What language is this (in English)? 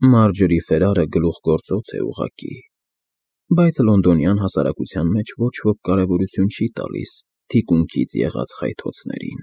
Armenian